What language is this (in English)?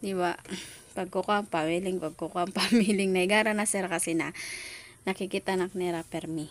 Waray